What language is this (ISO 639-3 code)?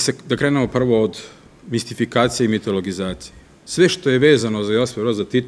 srp